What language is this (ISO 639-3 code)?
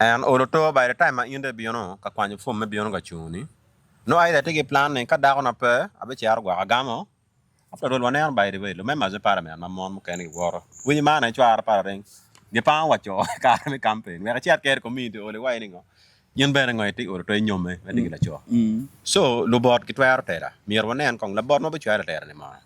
ach